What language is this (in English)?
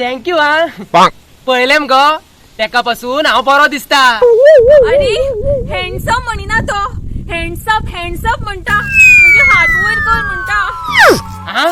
Konkani